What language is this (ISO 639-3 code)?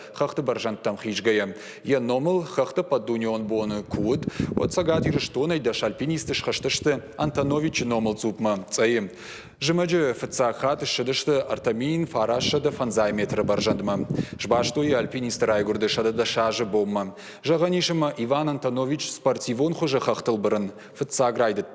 oss